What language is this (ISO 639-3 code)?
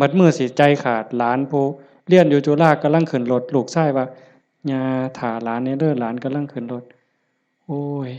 tts